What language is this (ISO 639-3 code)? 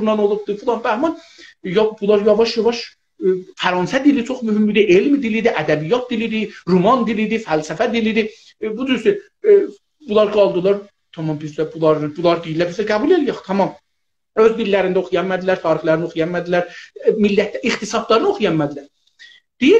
azb